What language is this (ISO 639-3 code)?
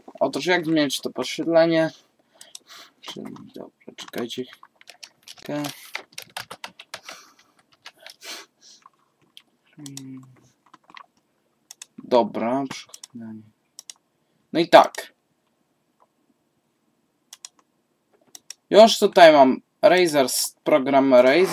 pol